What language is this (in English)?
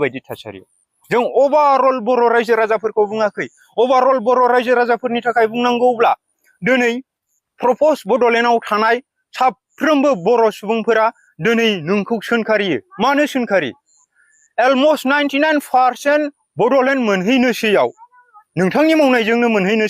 Bodo